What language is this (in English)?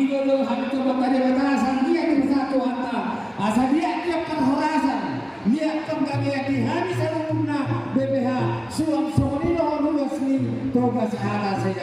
Batak Toba